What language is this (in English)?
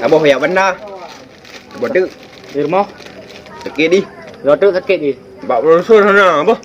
Achinese